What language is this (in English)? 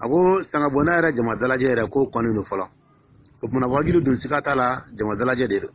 Dyula